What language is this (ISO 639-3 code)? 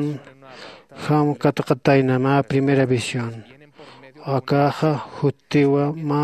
aym